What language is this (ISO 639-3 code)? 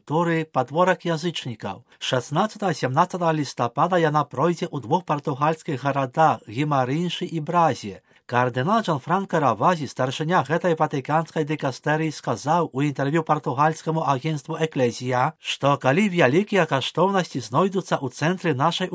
bel